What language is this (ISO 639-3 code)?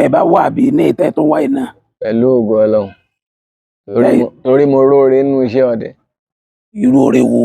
yor